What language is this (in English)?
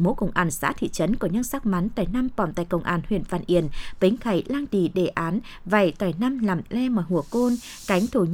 Vietnamese